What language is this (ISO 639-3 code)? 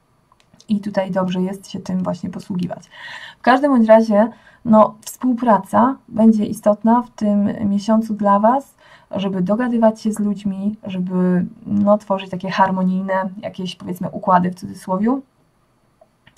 pol